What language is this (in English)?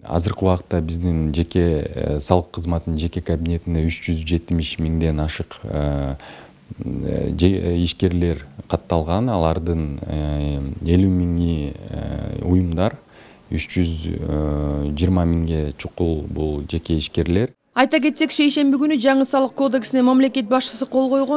Kyrgyz